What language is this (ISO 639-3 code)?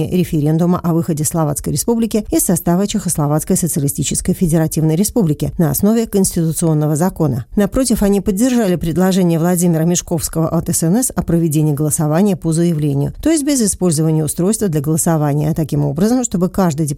rus